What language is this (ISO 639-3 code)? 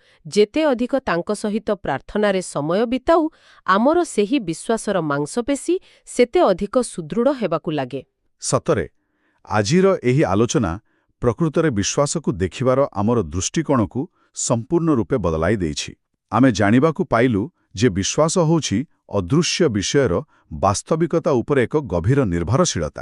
ori